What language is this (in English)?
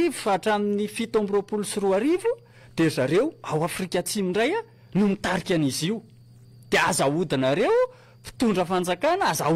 Malagasy